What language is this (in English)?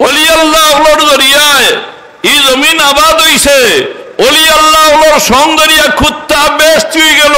Sylheti